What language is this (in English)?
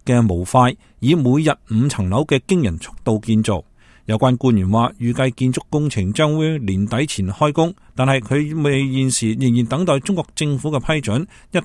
Cantonese